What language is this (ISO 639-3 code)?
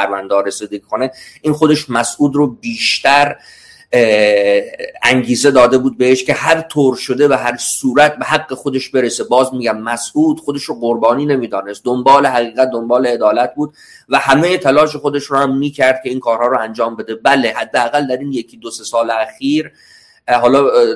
fas